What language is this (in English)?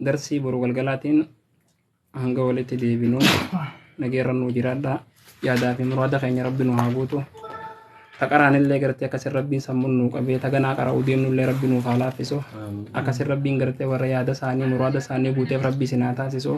Oromo